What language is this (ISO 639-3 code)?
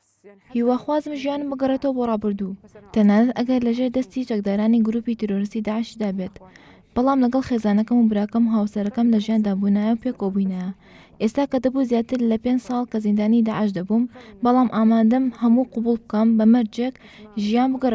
ckb